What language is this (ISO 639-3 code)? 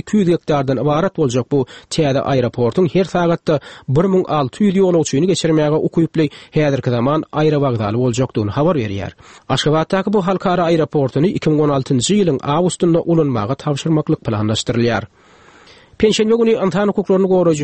tuk